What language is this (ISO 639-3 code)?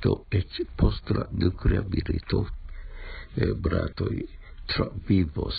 epo